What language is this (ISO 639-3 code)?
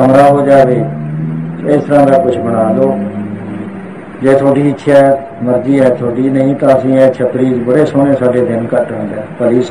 pan